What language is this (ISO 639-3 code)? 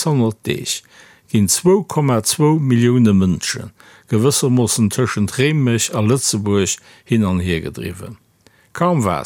ltz